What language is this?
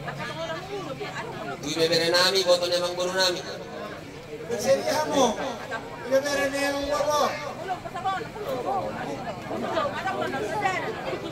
Indonesian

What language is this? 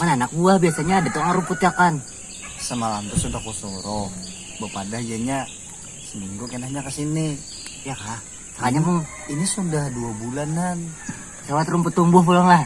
Banjar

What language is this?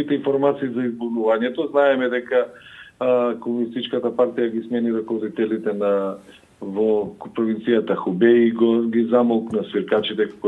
Macedonian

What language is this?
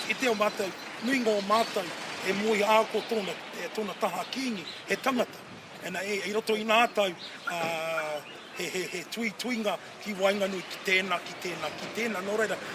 Māori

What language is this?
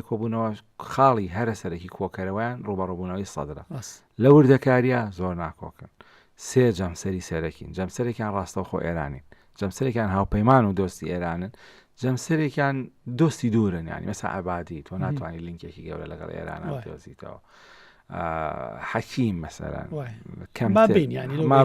Central Kurdish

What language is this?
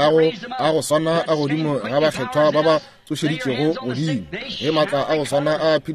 Northern Sotho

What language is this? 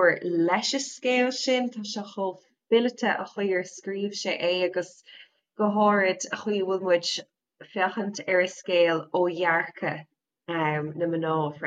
Irish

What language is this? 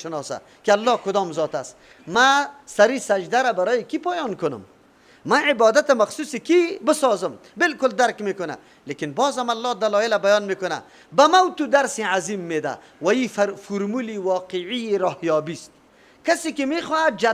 Persian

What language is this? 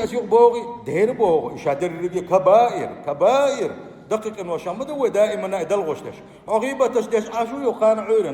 Chechen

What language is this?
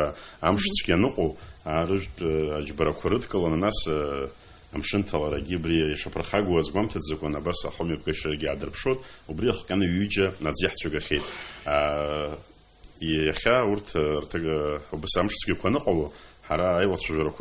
Abkhazian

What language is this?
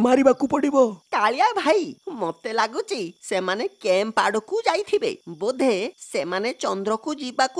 Odia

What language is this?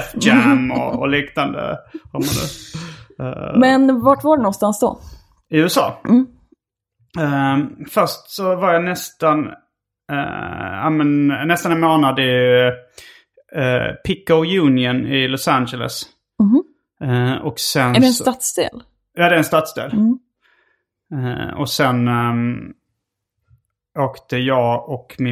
Swedish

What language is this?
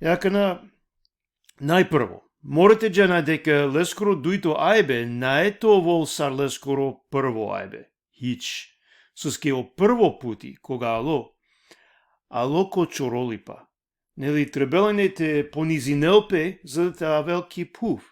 Balkan Romani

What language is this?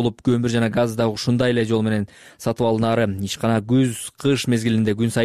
Kyrgyz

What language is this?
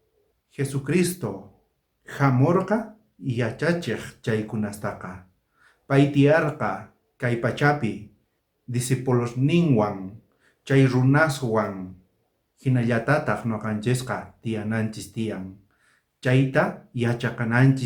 South Bolivian Quechua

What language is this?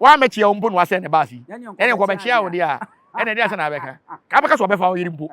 Akan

